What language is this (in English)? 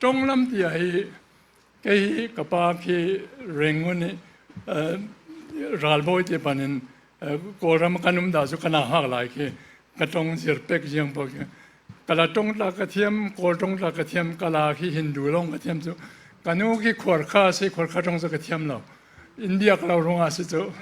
Falam Chin